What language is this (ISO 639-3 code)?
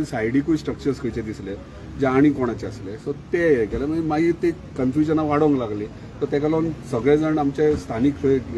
kok